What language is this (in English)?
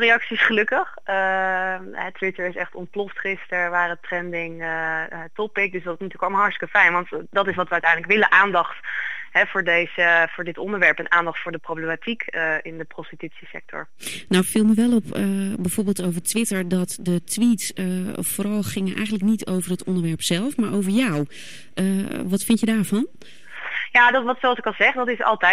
Dutch